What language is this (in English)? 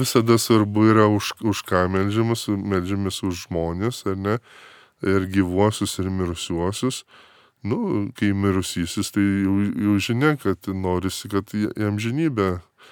Lithuanian